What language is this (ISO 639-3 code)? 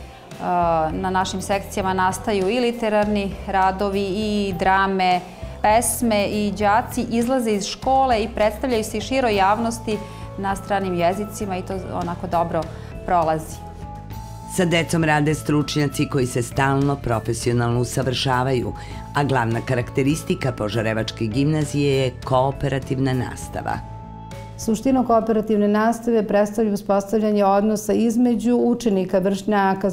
srp